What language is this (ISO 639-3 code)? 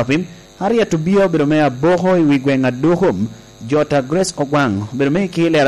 laj